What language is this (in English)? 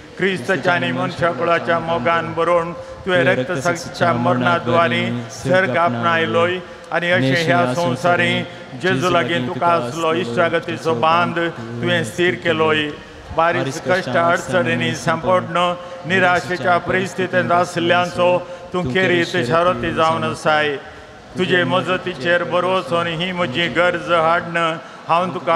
Konkani